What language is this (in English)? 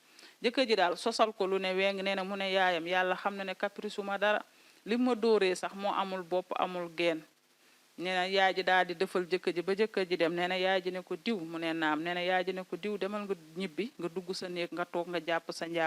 Wolof